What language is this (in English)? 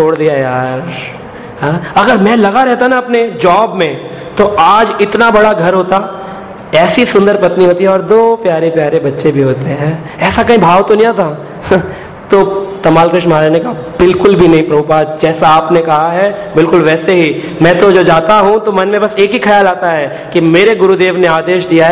Hindi